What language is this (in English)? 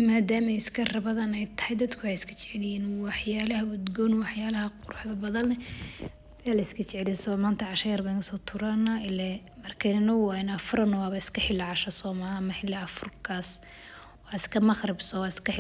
Somali